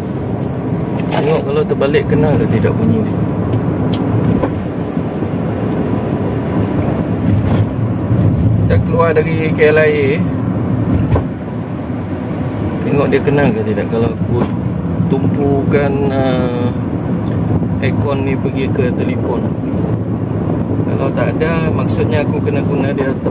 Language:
Malay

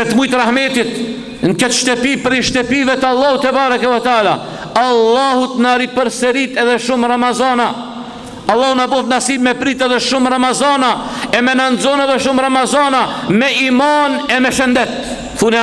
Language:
Albanian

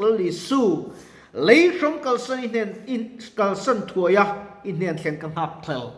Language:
Mizo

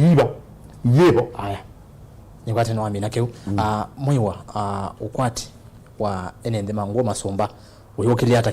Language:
Kamba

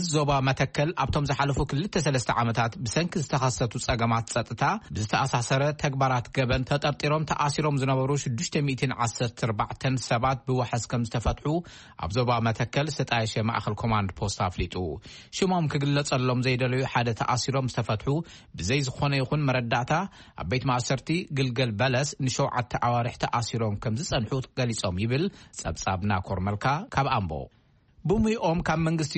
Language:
Tigrinya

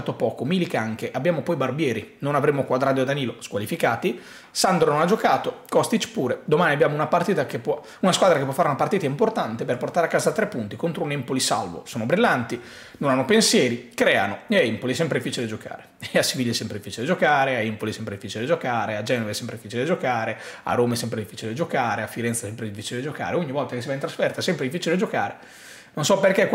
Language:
Italian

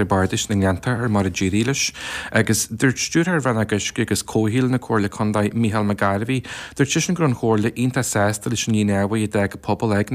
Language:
Irish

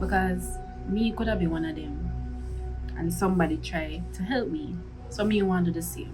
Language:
Jamaican Creole English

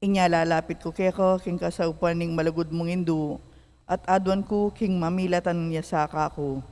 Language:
Pampanga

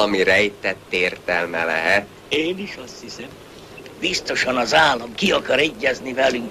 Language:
Hungarian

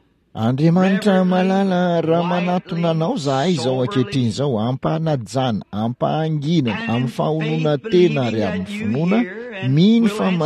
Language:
Malagasy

